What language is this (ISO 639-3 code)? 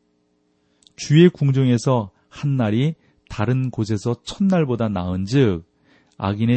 kor